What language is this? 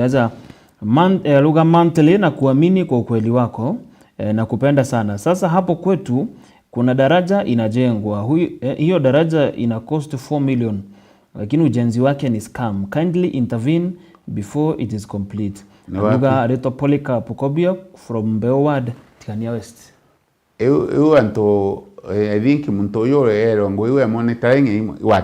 Meru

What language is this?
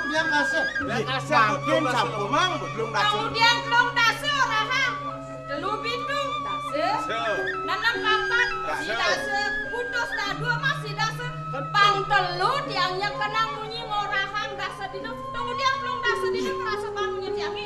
Balinese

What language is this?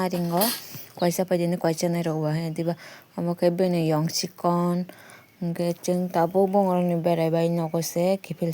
Kok Borok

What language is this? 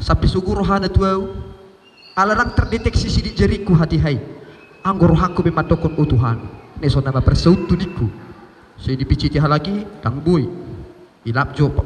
Batak Toba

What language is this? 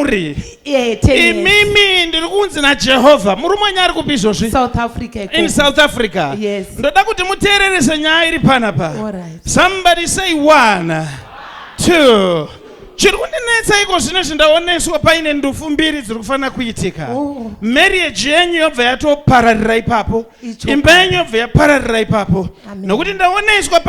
Shona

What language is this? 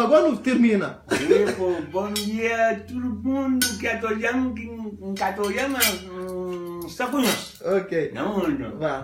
Kabuverdianu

